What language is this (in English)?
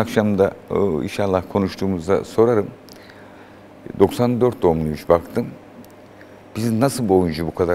Turkish